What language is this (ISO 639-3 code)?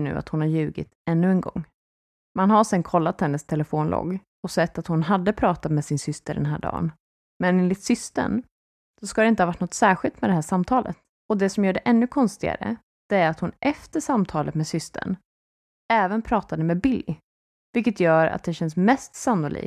swe